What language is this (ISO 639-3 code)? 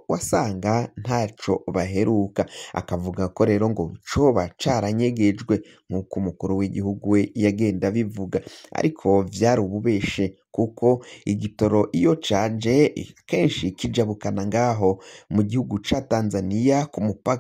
run